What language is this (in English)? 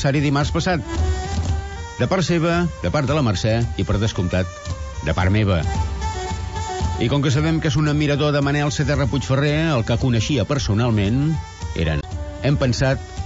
Catalan